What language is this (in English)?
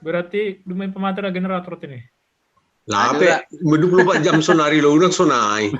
Batak Simalungun